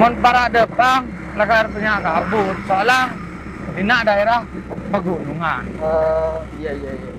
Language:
Madurese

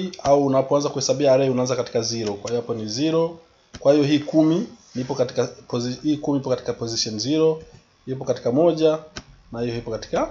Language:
Swahili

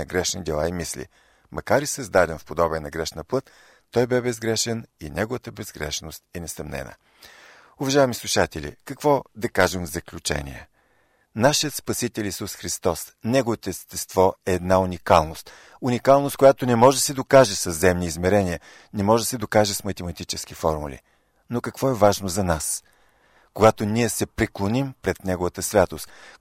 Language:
Bulgarian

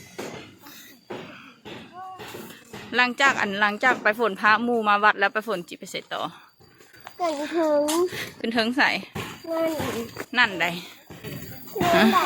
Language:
Lao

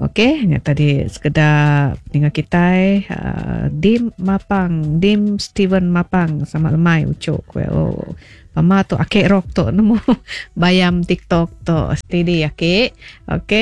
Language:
Iban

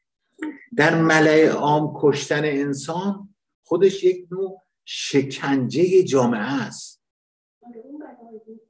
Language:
Persian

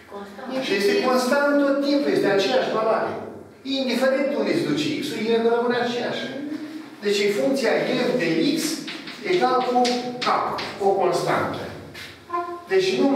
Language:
Romanian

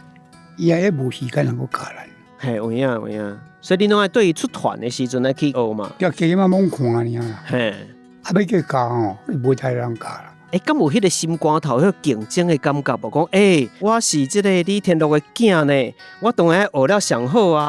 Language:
Min Nan Chinese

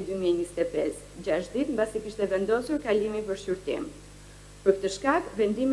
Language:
Albanian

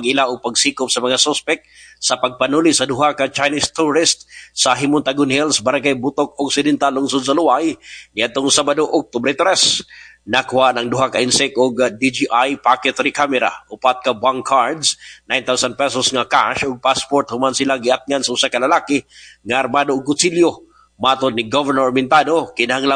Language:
Cebuano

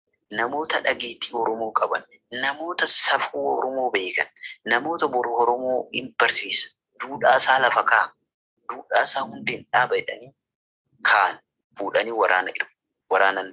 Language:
Oromo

